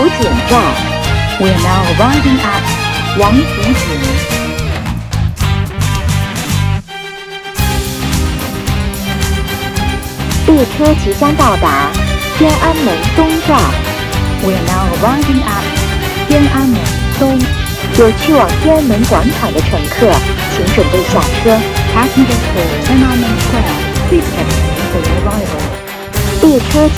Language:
Chinese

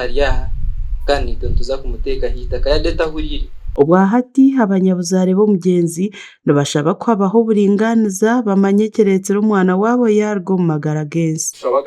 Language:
Nyankole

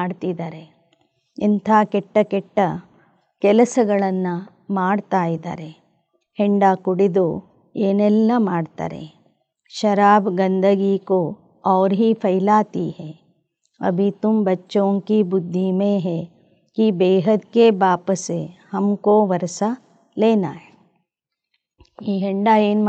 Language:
Kannada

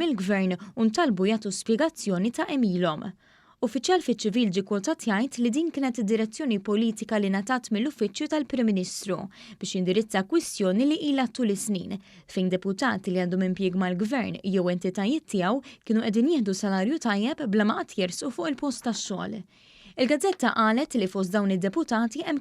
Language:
Maltese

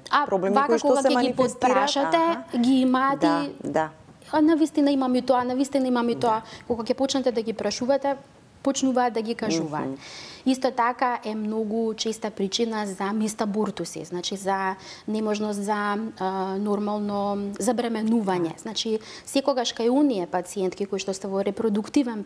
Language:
Macedonian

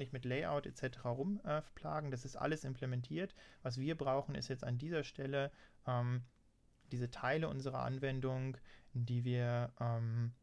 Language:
German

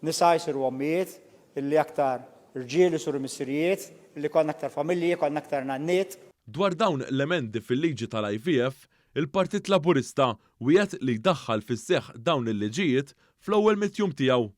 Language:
Maltese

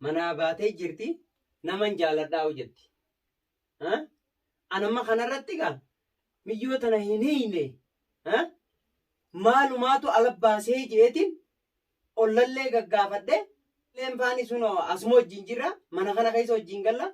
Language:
Oromo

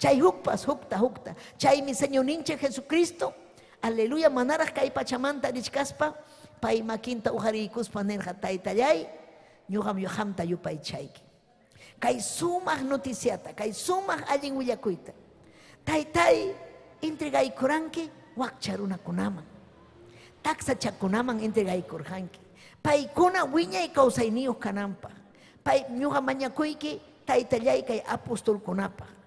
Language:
Ayacucho Quechua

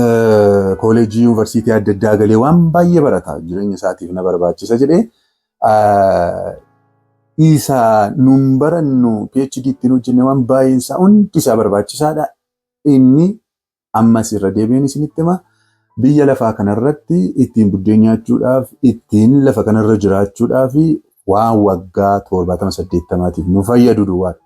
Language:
Oromo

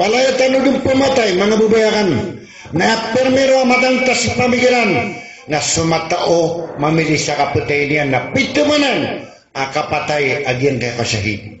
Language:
Maranao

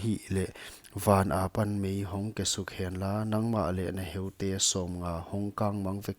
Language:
Paite Chin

